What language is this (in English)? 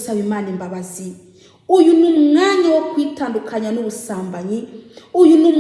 Kinyarwanda